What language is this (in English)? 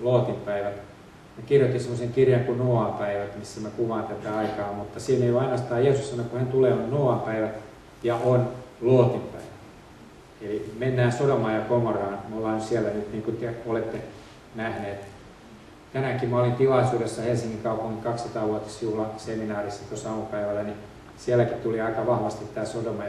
Finnish